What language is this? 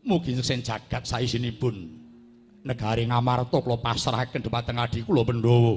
Javanese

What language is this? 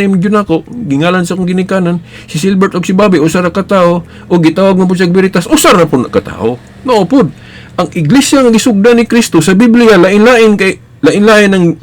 Cebuano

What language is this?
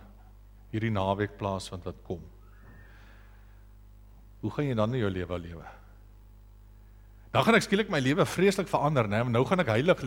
Afrikaans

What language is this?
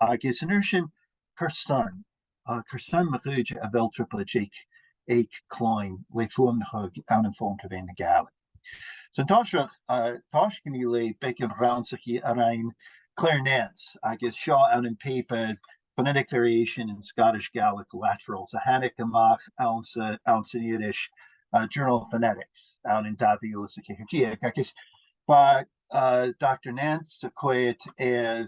Scottish Gaelic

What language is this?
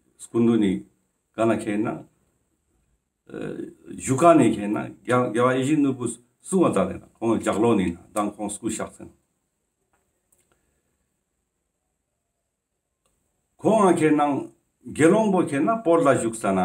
Ladakhi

